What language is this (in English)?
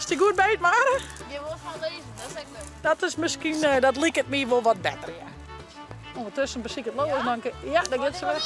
Western Frisian